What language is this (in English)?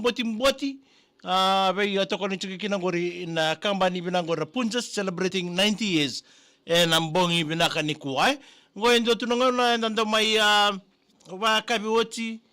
Fijian